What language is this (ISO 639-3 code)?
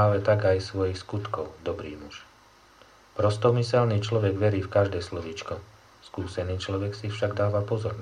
slk